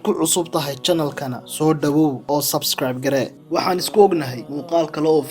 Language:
Somali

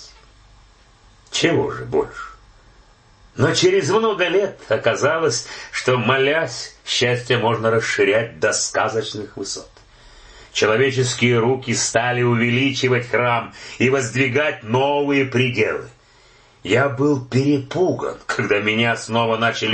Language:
Russian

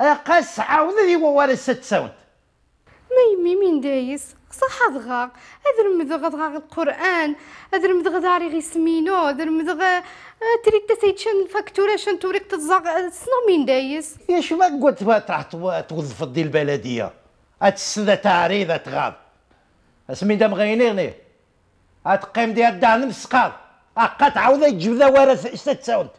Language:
Riffian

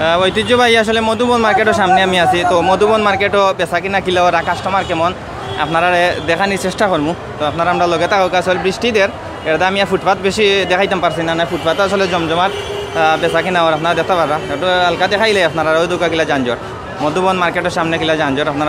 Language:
Sylheti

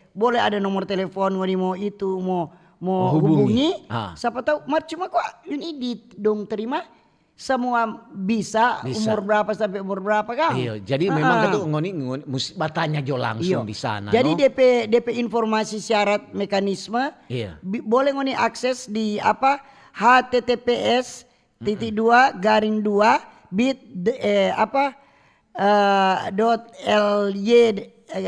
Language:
Manado Malay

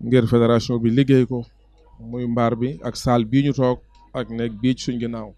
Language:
Wolof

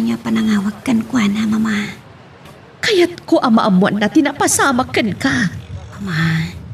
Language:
Iloko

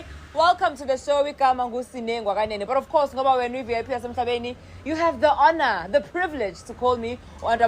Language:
Zulu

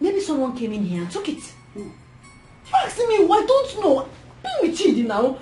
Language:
Nigerian Pidgin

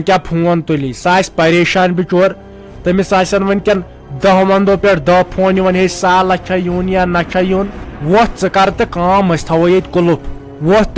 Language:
Kashmiri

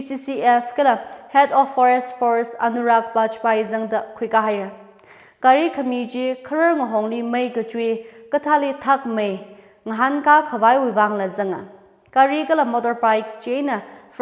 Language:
Tangkhul Naga (India)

